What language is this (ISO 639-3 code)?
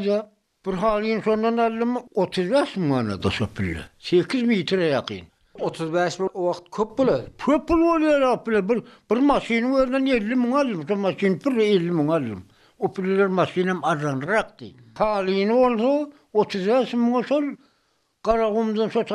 tuk